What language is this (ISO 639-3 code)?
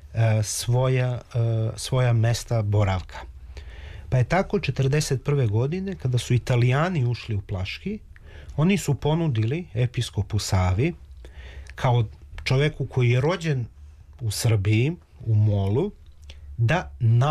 srp